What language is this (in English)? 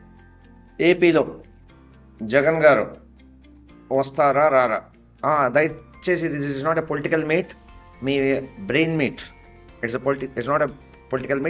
Telugu